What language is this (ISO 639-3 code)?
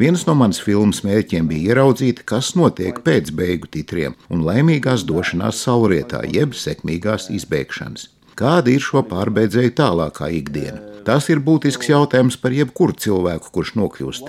lav